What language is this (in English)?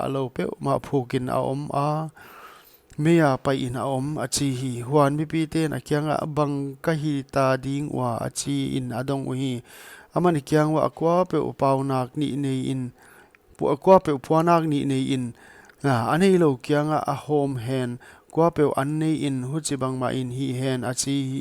Paite Chin